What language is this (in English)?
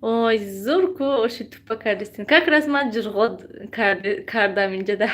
Tajik